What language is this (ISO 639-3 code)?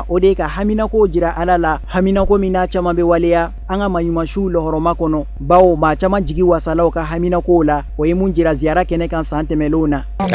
bam